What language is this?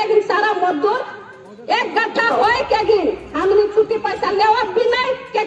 Sadri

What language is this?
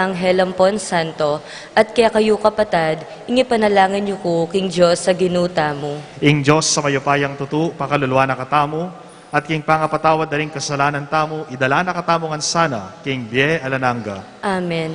Pampanga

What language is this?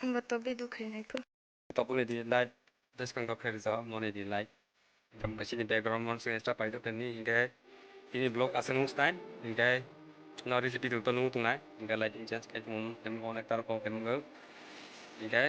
Kok Borok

